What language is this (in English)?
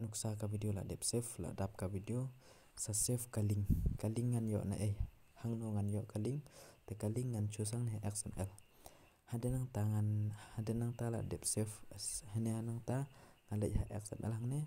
Khasi